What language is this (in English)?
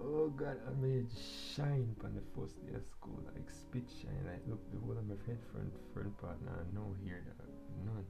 Jamaican Creole English